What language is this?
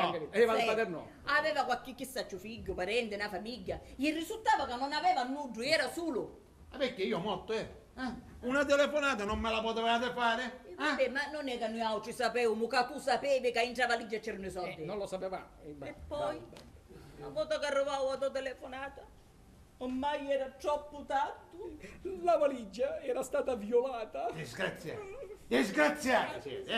Sicilian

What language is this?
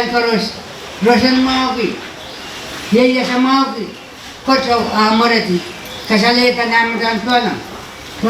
Pohnpeian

